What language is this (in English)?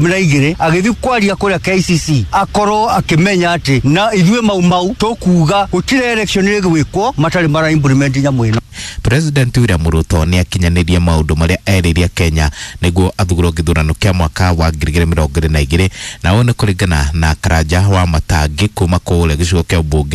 Kikuyu